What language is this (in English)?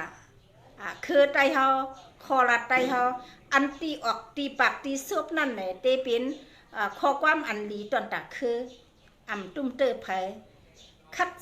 Shan